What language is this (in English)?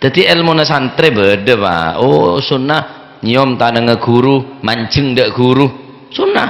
Madurese